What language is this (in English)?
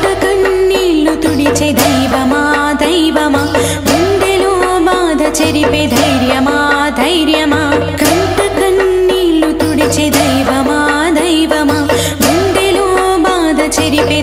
Telugu